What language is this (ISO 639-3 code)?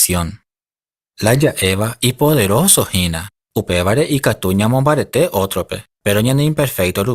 grn